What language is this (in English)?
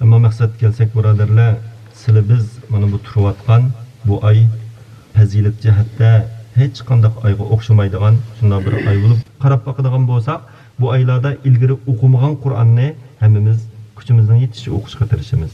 Uyghur